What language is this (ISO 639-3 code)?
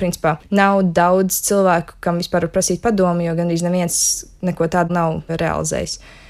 lav